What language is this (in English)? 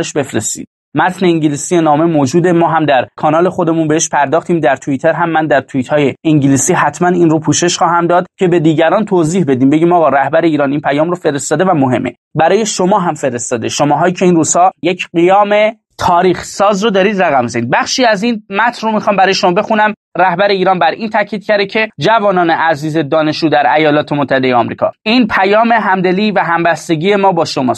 Persian